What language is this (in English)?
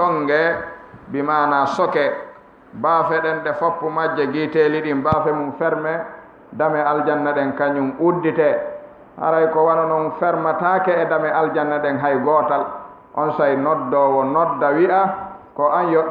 Fula